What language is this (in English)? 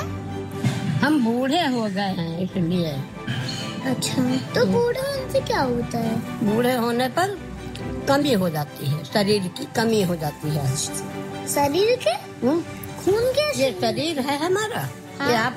Hindi